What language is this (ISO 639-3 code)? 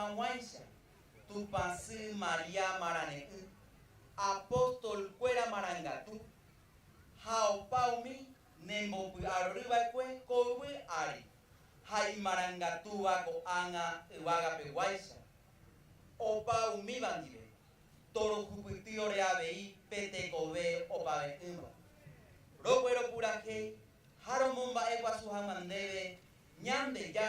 grn